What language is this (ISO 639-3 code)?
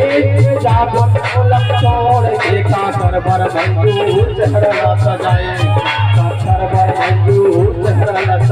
hne